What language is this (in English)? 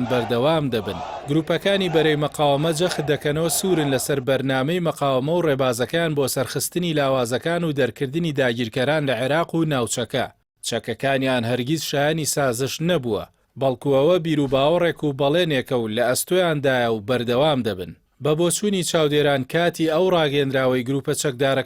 Central Kurdish